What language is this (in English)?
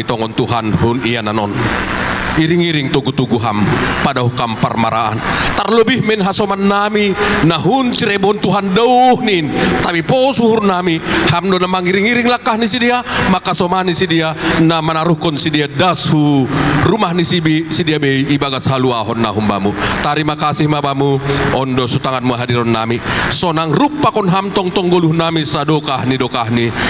Batak Simalungun